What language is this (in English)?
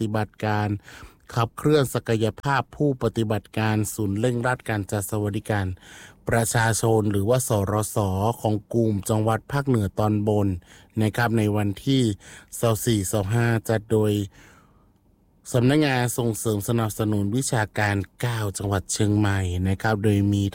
Thai